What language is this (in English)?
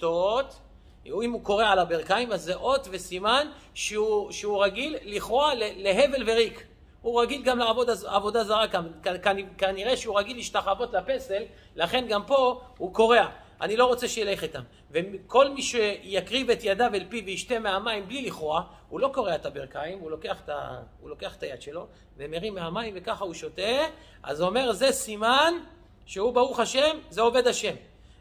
Hebrew